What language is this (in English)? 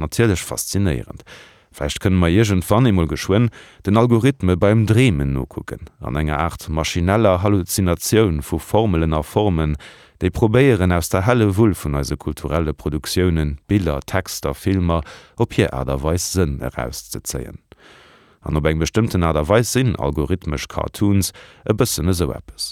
Luxembourgish